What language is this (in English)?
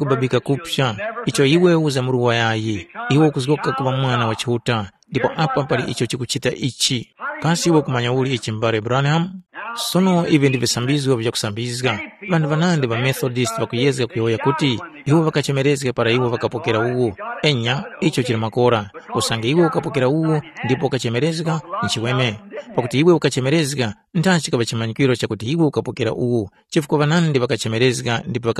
Tumbuka